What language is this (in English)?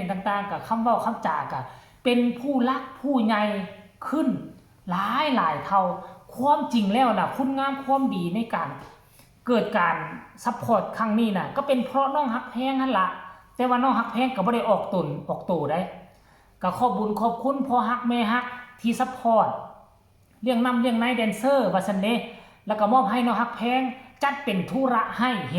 Northeastern Thai